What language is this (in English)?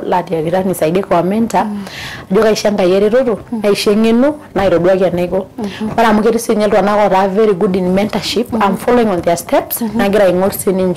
Masai